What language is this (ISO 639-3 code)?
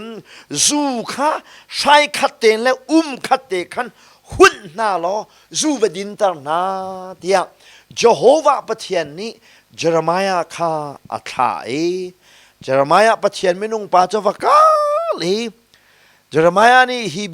cnh